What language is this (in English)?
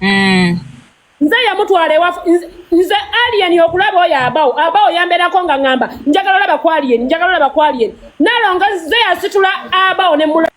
Ganda